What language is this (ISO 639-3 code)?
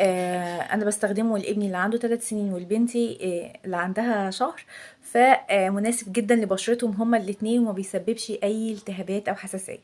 arz